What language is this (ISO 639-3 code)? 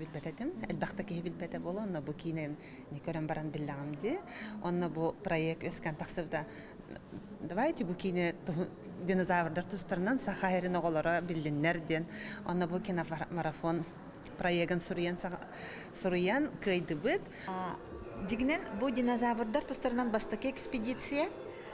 sah